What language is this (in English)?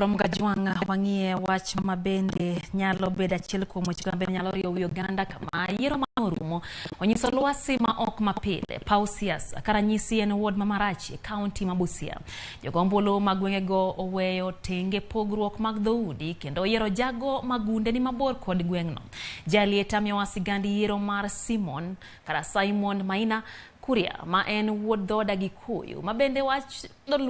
Luo (Kenya and Tanzania)